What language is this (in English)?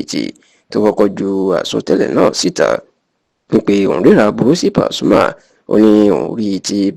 Yoruba